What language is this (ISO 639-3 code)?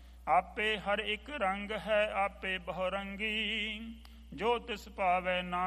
pan